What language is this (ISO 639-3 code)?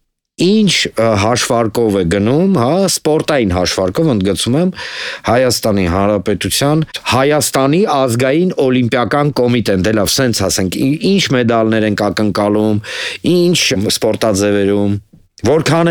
hye